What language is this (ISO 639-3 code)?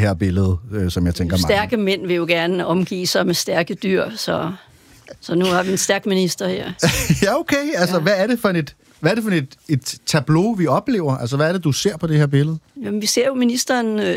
dan